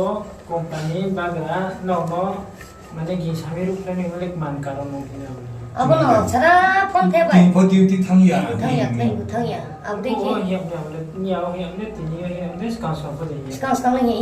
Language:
Riang (India)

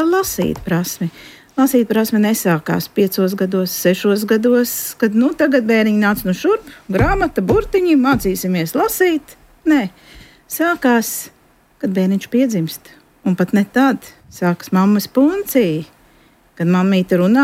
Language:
Latvian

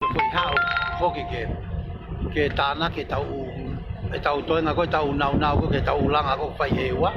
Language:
Tongan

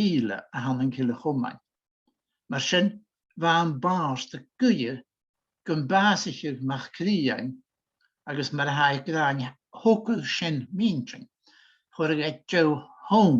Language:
Scottish Gaelic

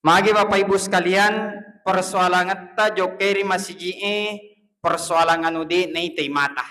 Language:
Buginese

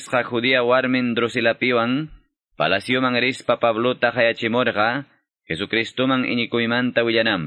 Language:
Quechua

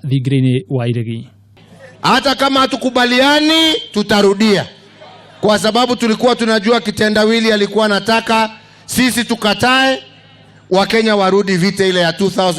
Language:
Kikuyu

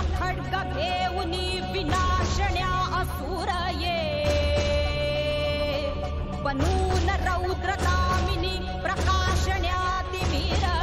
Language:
Marathi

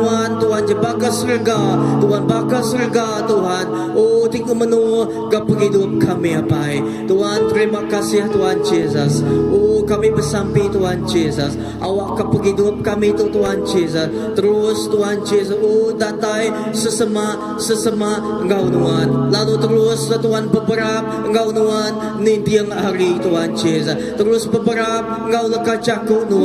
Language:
Iban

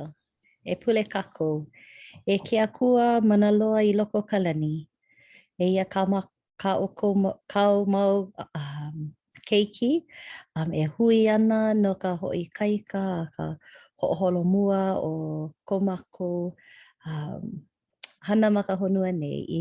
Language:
Hawaiian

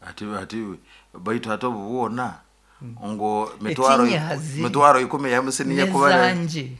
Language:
Nyoro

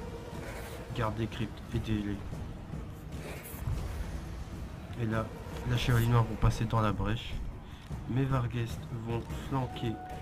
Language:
French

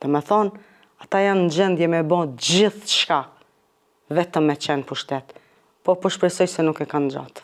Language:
Albanian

